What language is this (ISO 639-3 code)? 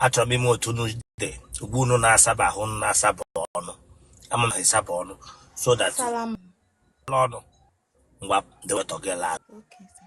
ibo